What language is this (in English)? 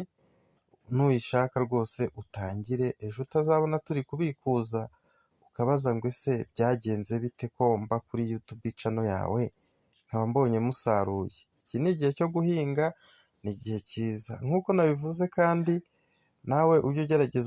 Kinyarwanda